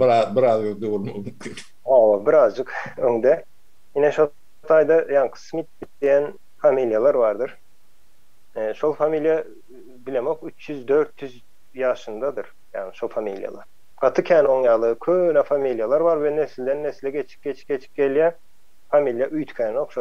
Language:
Turkmen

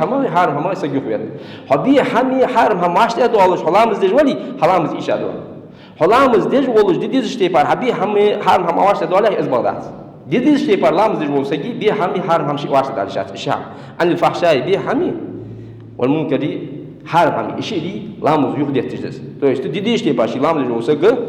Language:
Ingush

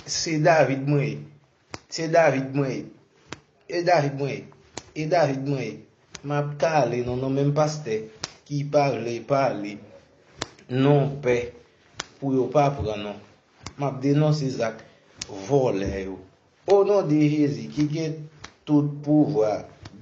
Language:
Haitian Creole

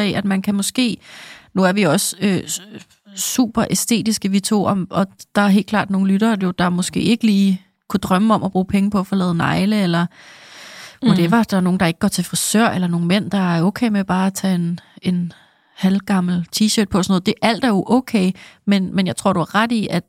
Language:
Danish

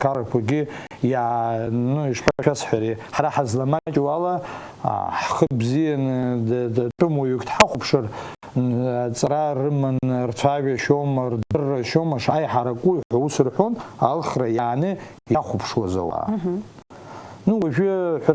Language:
Abkhazian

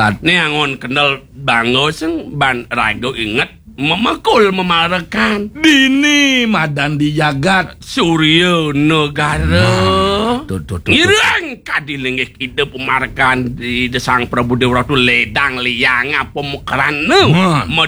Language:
Balinese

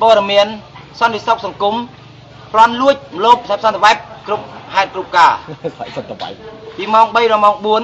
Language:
Khmer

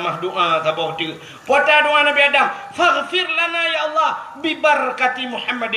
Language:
Achinese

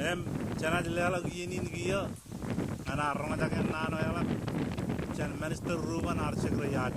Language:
Marshallese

